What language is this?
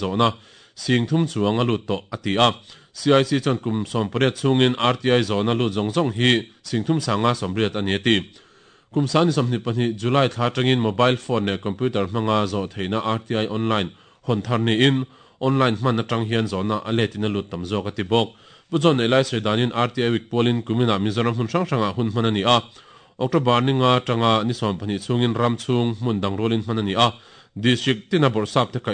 Mizo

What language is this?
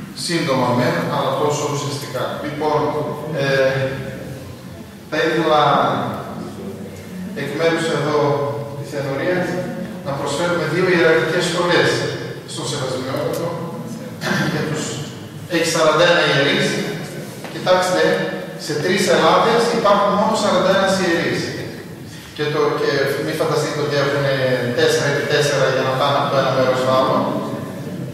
Greek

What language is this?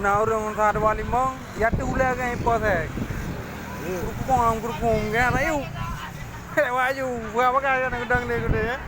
Achinese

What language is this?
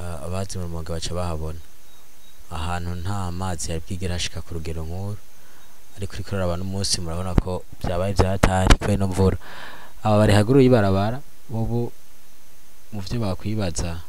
Rundi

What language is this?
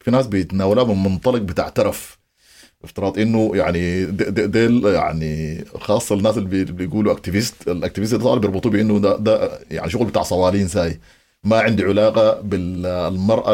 Sudanese Arabic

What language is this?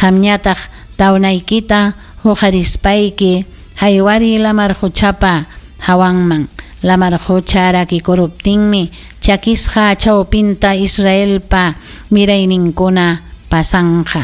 Ayacucho Quechua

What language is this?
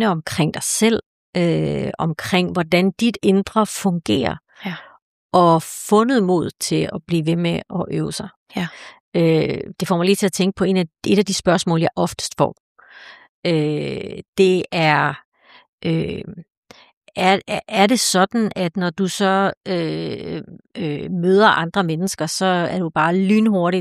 Danish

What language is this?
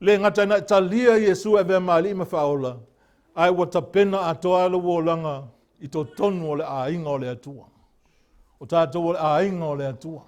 Samoan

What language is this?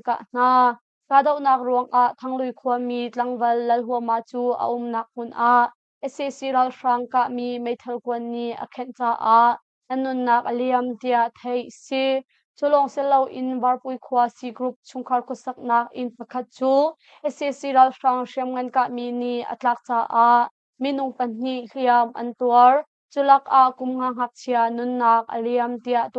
Hakha Chin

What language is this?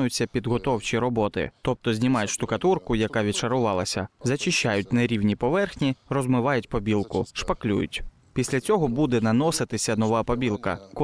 Ukrainian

